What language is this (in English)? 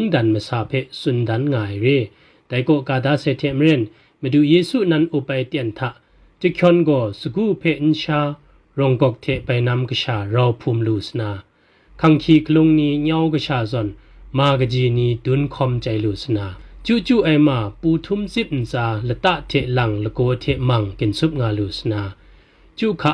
Kachin